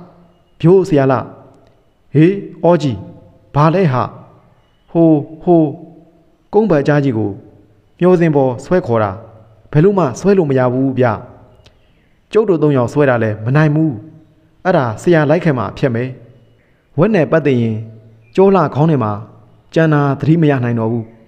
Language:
Burmese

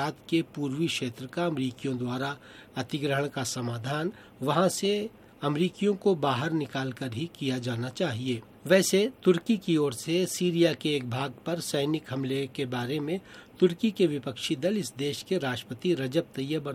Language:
Hindi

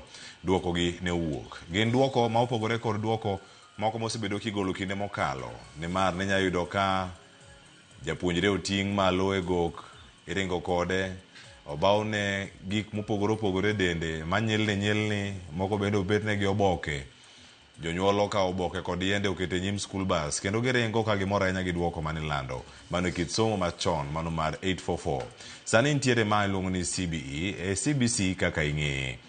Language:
Luo (Kenya and Tanzania)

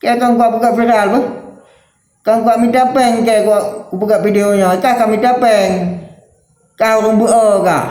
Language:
Achinese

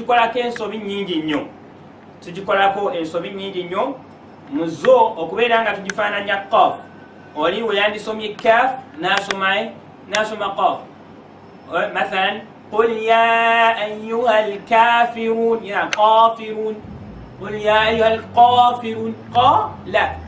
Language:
Ganda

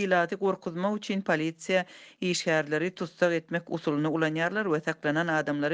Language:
Turkmen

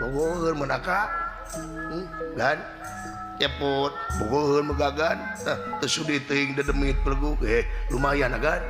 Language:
Sundanese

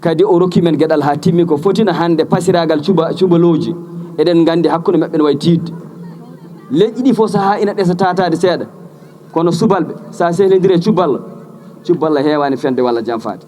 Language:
Fula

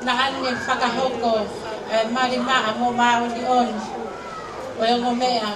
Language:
Tongan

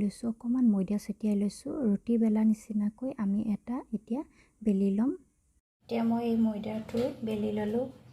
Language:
Assamese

